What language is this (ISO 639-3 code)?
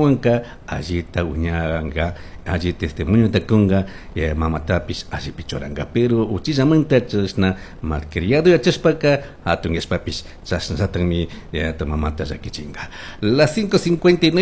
qug